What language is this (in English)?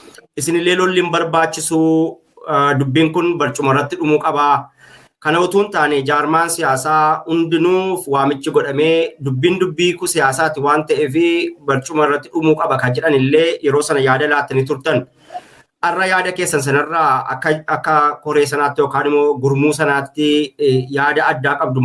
Oromo